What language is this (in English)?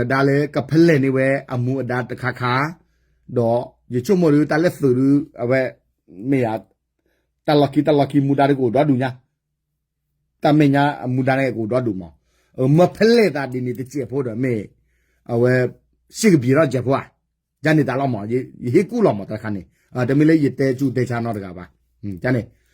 S'gaw Karen